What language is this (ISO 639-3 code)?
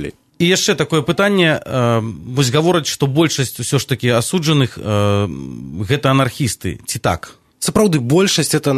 bel